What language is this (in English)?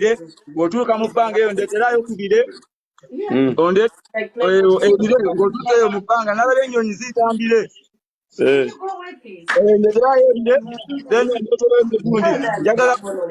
Ganda